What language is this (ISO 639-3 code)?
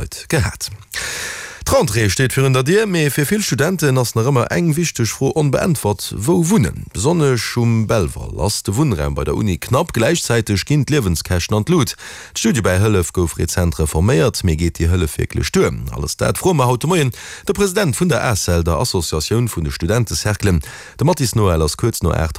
ltz